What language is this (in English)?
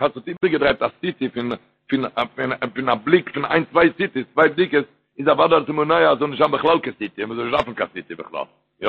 Yiddish